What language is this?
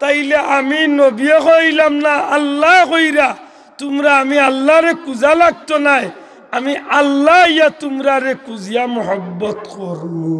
Sylheti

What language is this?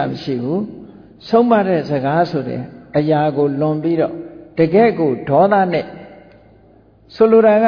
Burmese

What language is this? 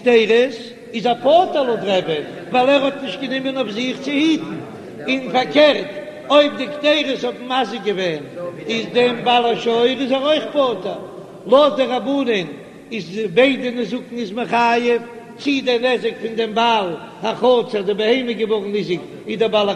Yiddish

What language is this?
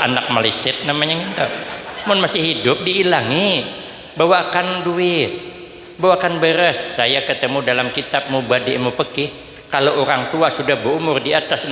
Banjar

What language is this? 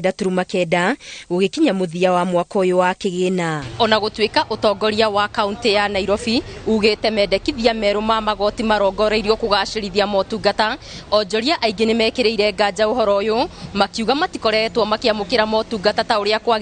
Kikuyu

